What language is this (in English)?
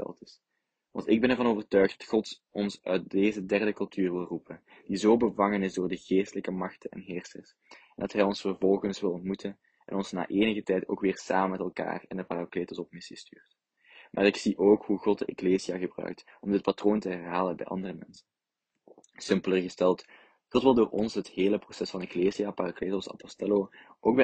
Dutch